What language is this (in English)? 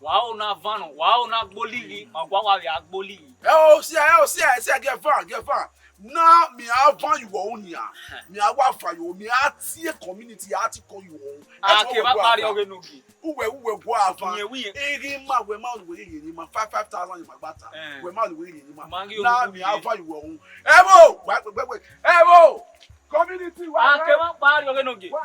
Bini